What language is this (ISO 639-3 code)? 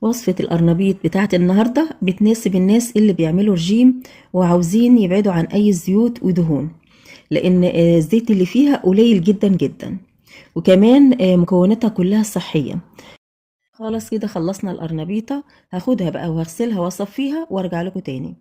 arz